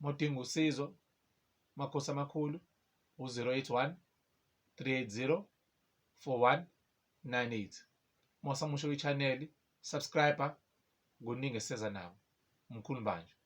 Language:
Zulu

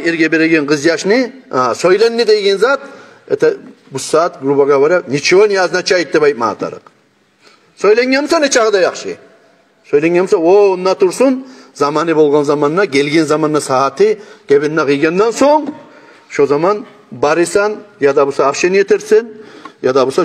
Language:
Kumyk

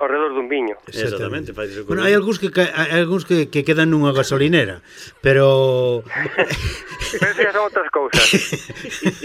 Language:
Galician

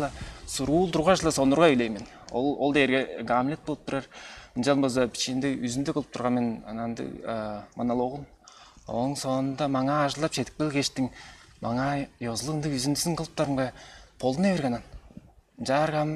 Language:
Tuvinian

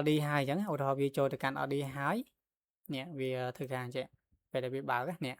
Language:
Khmer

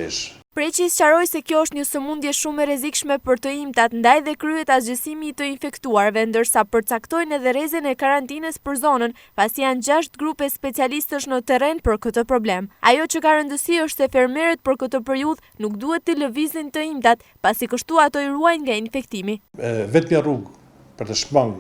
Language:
Albanian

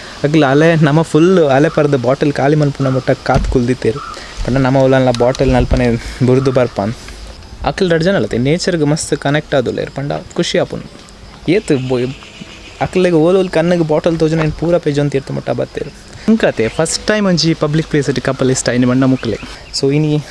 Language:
Tulu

